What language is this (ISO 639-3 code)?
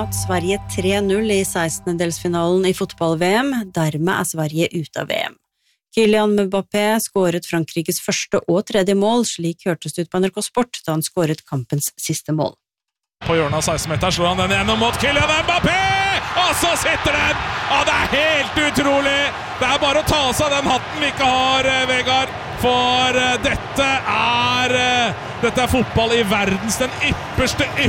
nor